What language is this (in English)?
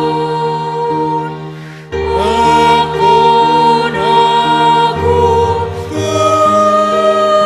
Batak Simalungun